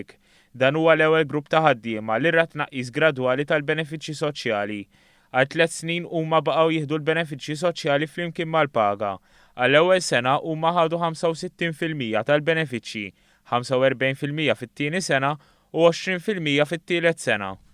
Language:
Maltese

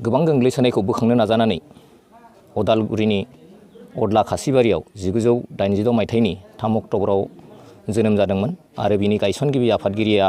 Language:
Bodo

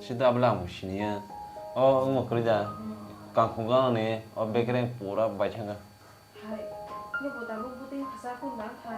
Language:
Kok Borok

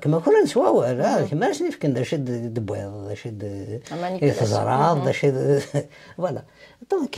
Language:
Kabyle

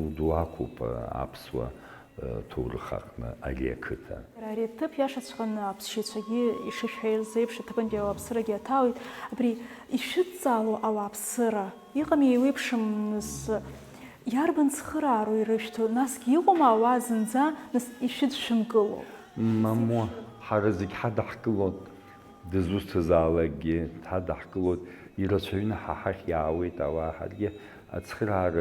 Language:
Abkhazian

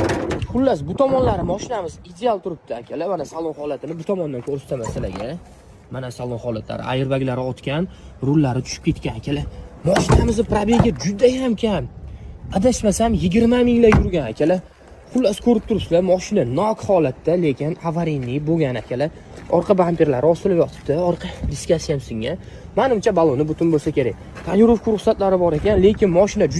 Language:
Uzbek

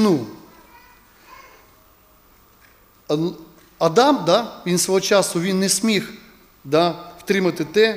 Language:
Ukrainian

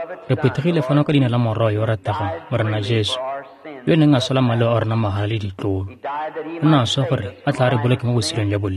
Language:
Tswana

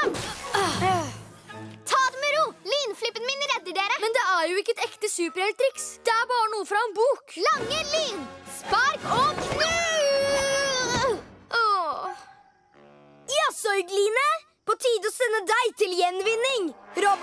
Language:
Norwegian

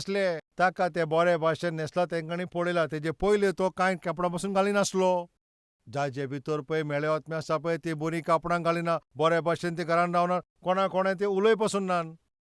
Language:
Konkani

